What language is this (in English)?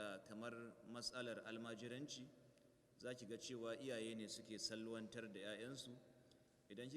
Hausa